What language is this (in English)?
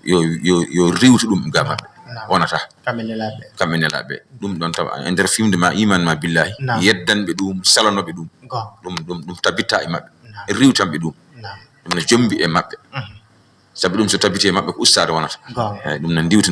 Fula